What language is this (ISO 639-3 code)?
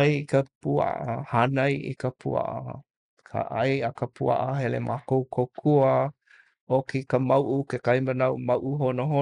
haw